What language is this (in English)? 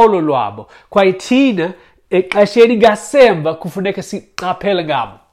Xhosa